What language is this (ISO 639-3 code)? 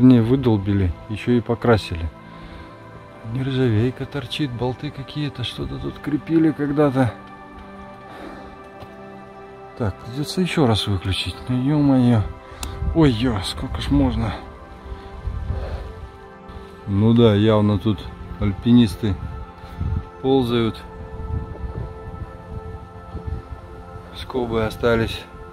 rus